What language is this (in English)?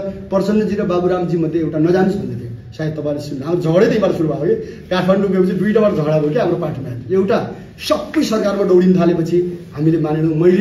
Nepali